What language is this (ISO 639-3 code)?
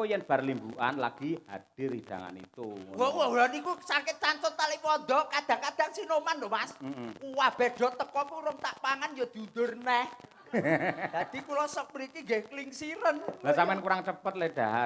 jav